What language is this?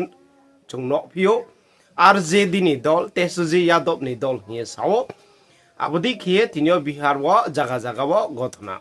Riang (India)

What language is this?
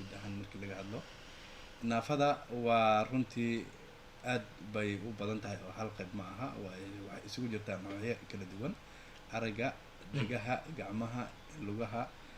Somali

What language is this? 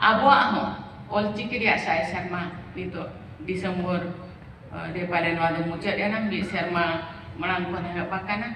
Santali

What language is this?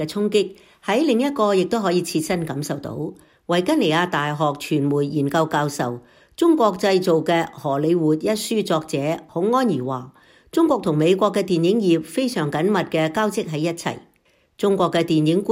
Cantonese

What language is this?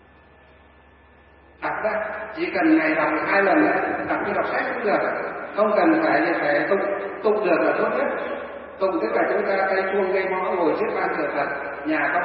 Vietnamese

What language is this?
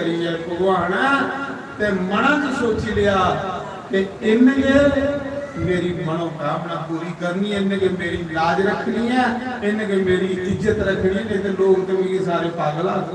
Dogri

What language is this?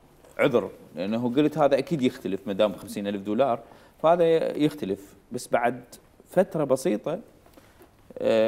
Mesopotamian Arabic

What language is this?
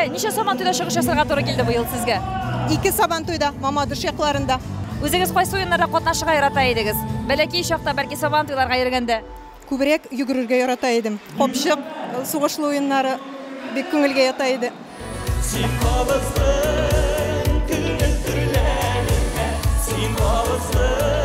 Tatar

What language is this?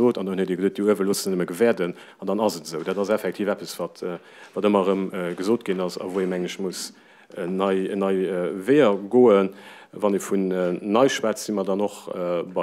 Luxembourgish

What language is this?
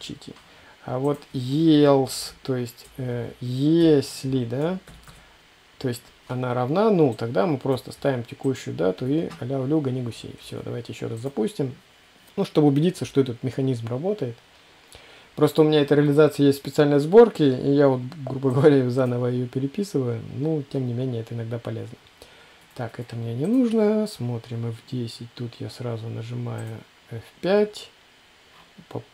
Russian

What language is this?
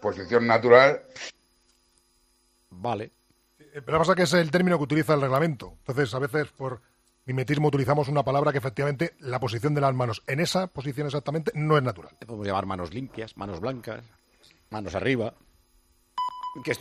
Spanish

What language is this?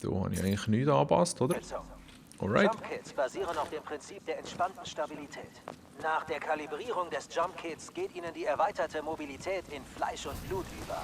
Swiss German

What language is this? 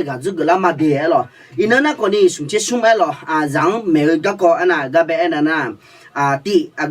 Akha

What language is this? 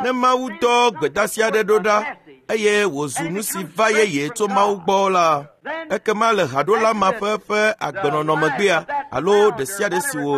Ewe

